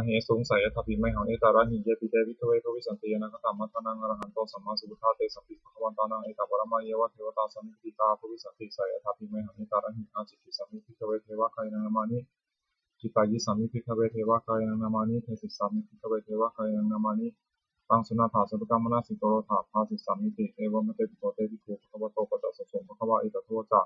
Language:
Pali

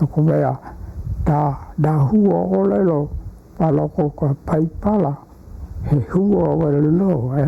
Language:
Hawaiian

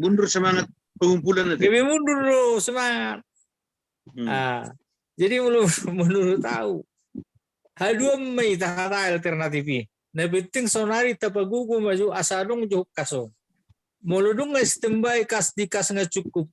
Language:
Batak Toba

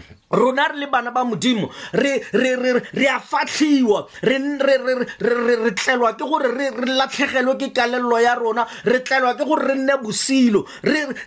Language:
Tswana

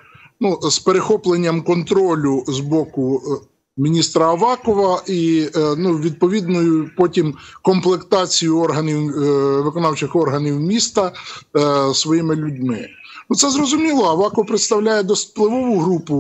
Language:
Ukrainian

